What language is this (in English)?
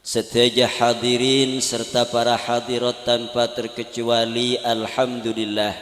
Madurese